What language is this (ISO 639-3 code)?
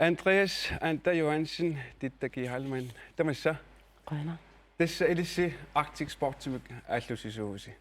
kal